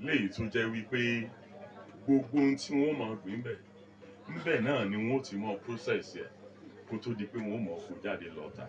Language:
Yoruba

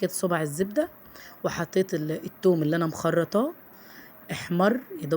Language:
Egyptian Arabic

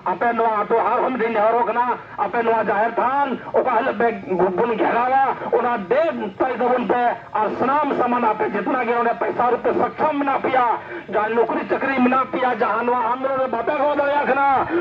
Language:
Santali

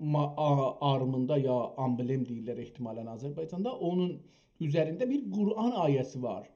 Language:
South Azerbaijani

